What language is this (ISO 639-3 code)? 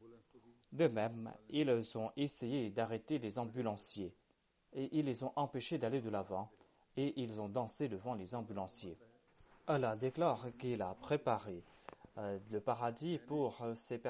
fra